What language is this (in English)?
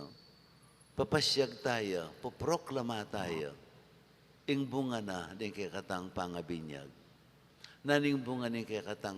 Pampanga